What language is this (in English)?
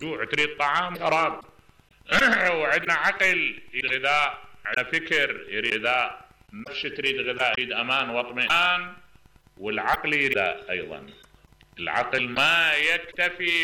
Mesopotamian Arabic